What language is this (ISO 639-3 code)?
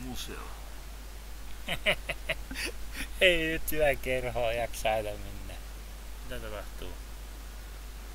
fin